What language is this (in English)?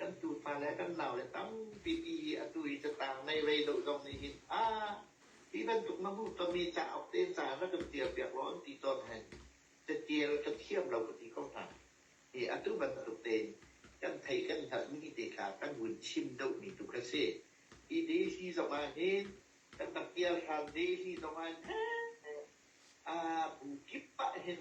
Hakha Chin